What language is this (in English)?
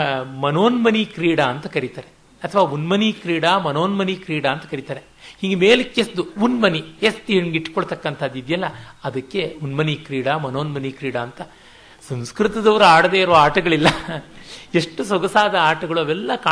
Kannada